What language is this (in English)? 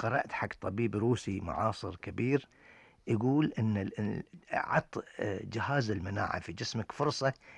Gulf Arabic